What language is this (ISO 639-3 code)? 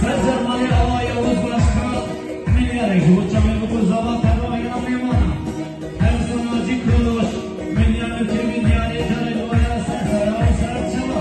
kur